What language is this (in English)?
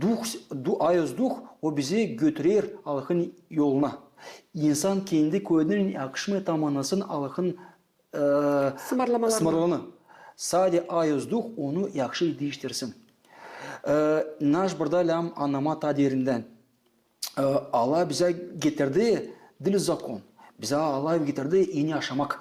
Gagauz